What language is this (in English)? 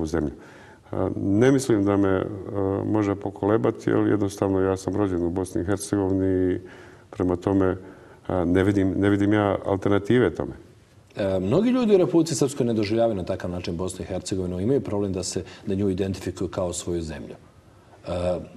Bosnian